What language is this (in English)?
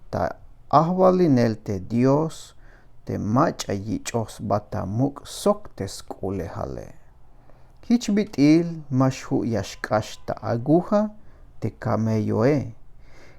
Tzeltal